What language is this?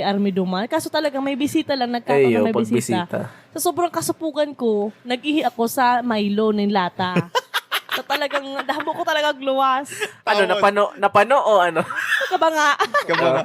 Bikol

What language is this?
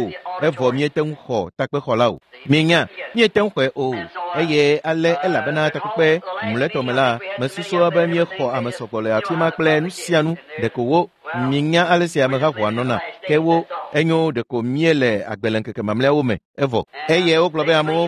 Ewe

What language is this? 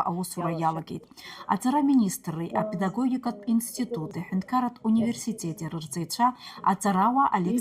Abkhazian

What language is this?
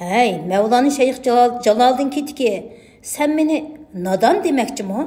Uyghur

